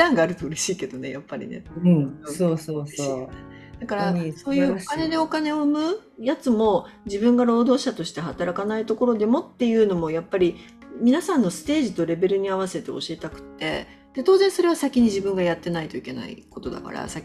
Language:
Japanese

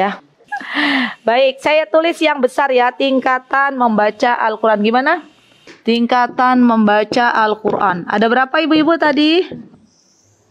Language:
Indonesian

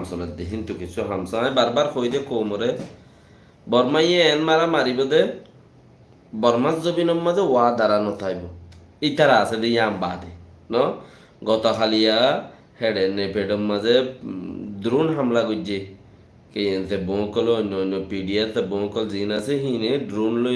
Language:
Rohingya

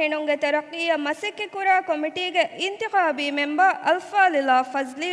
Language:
Divehi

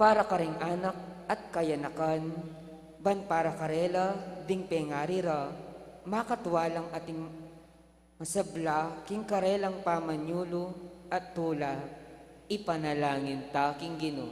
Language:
Pampanga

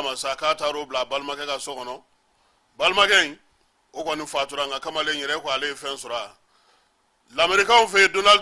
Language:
Bambara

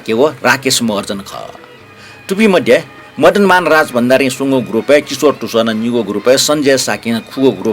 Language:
Newari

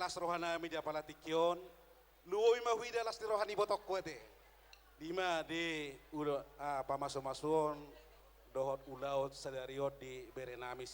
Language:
Batak Toba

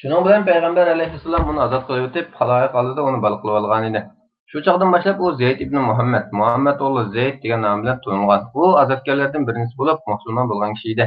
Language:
Uyghur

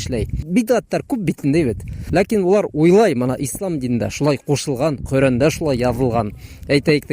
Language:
Bashkir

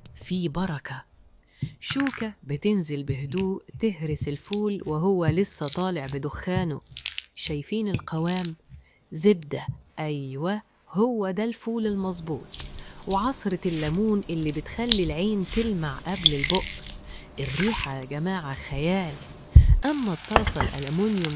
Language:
Egyptian Arabic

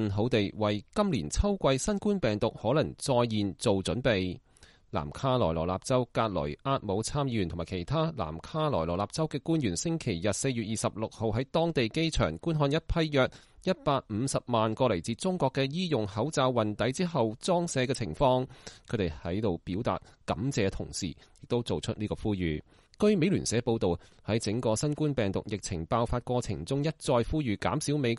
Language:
Cantonese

